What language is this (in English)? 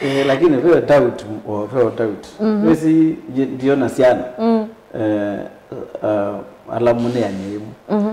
Kamba